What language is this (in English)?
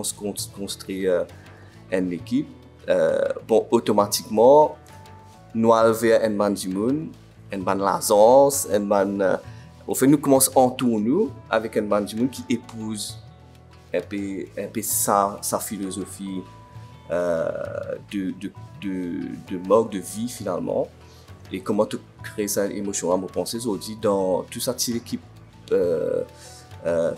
Morisyen